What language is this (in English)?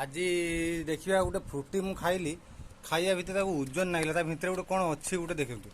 Odia